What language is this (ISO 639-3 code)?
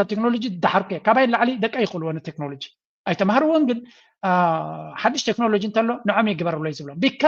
tir